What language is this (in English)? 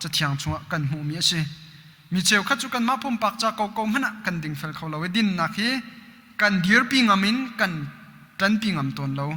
Hakha Chin